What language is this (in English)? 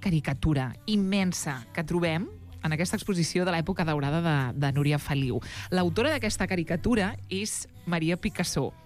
Catalan